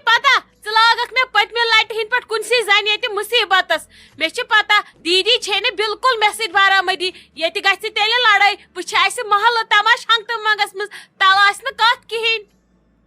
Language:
Kashmiri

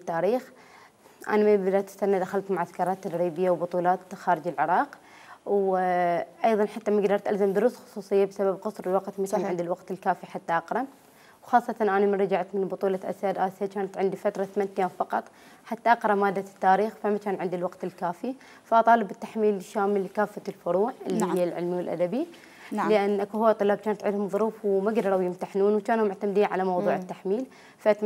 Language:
Mesopotamian Arabic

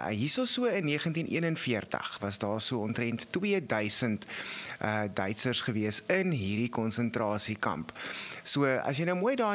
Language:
Afrikaans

